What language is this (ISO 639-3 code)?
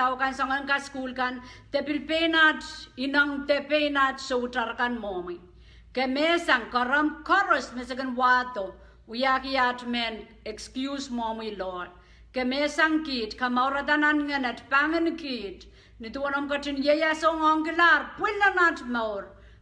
pon